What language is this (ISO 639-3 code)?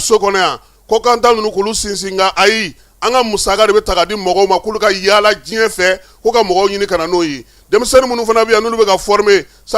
bam